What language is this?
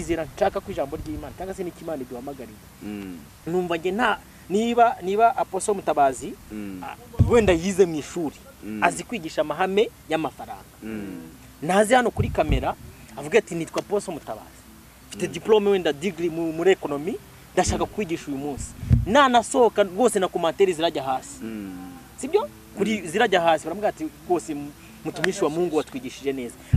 Kinyarwanda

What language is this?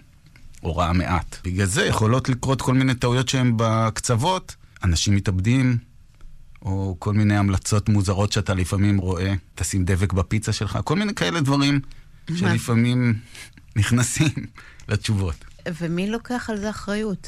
Hebrew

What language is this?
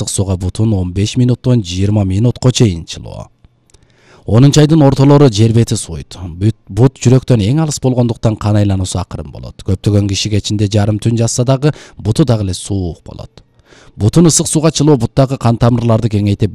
Kyrgyz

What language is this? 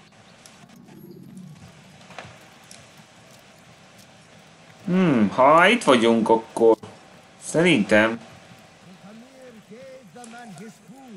Hungarian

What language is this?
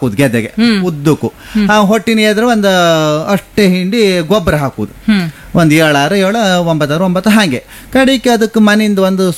Kannada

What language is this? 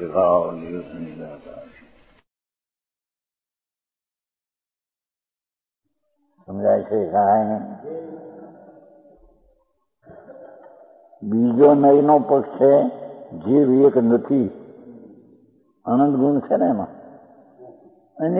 Gujarati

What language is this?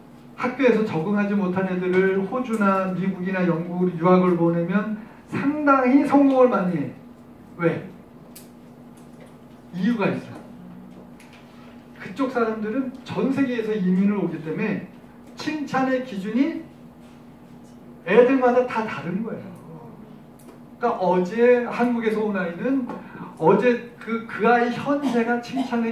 Korean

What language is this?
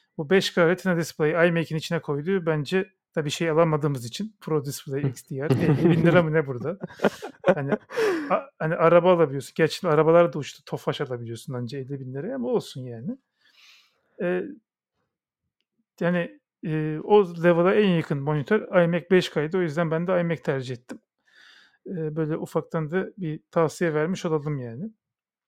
Turkish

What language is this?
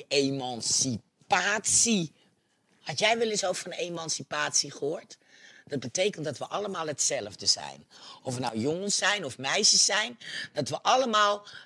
Dutch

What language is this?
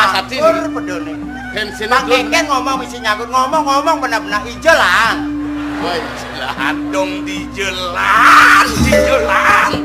Balinese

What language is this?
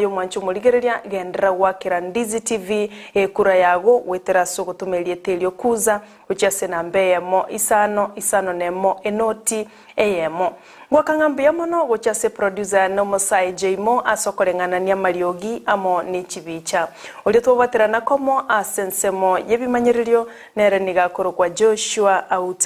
Gusii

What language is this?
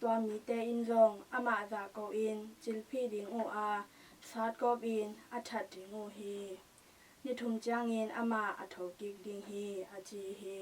Tedim Chin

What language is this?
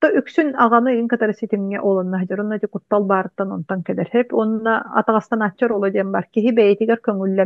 Yakut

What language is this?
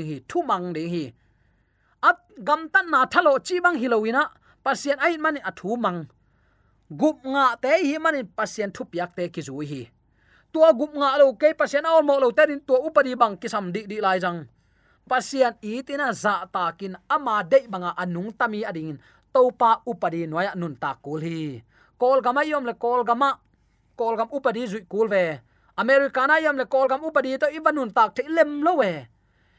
Tedim Chin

